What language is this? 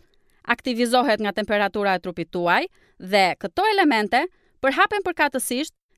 Albanian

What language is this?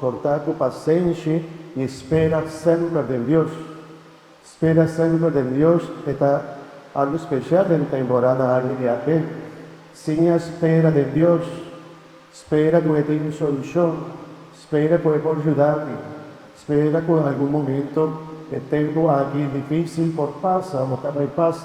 Papiamento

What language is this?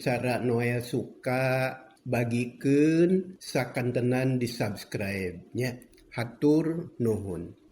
Sundanese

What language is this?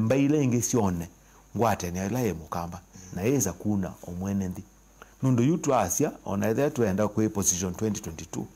Kamba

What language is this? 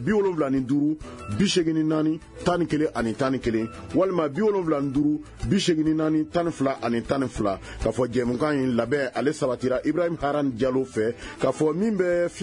Bambara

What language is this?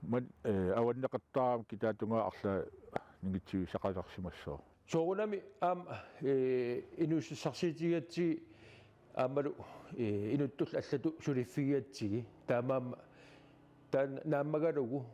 Kalaallisut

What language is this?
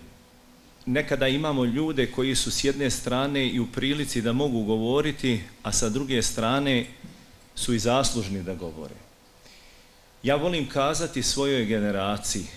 Bosnian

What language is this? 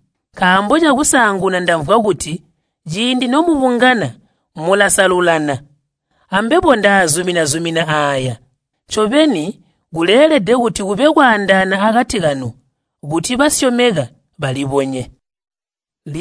Tonga (Zambia)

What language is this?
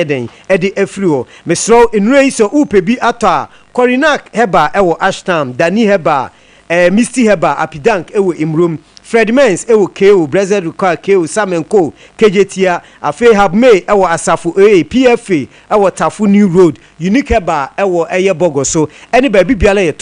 Akan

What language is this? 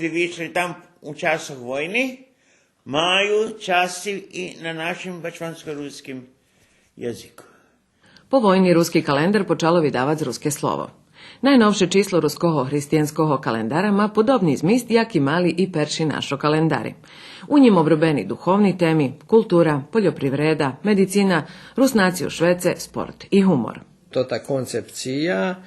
Rusyn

